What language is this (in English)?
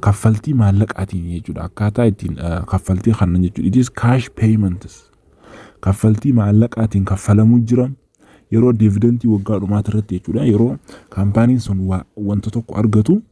Oromo